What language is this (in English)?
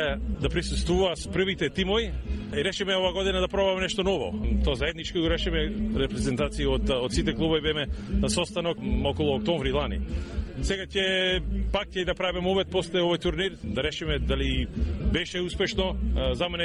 Macedonian